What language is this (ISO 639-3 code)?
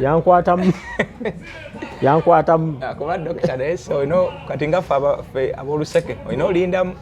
lug